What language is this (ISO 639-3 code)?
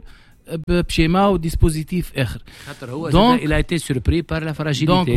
aeb